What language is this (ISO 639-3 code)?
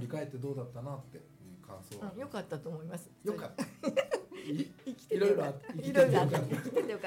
jpn